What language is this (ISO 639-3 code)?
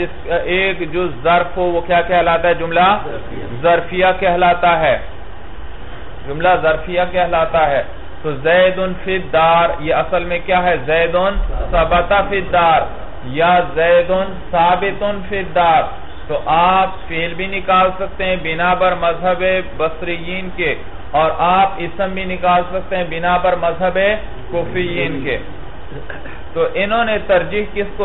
urd